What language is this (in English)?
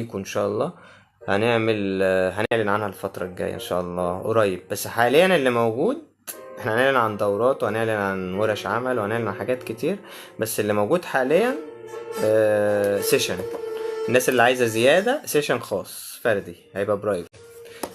Egyptian Arabic